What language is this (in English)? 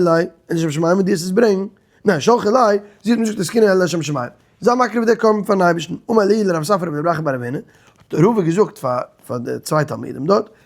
Yiddish